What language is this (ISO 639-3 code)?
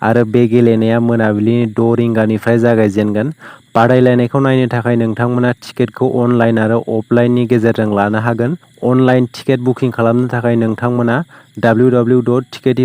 brx